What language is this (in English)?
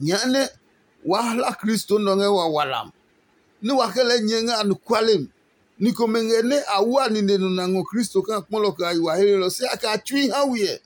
Adangme